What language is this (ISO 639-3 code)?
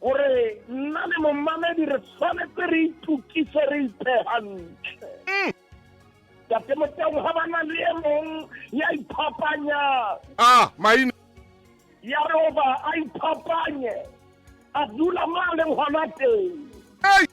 sot